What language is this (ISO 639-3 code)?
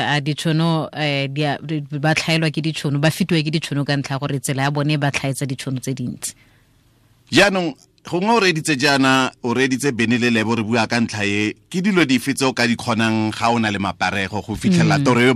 tsn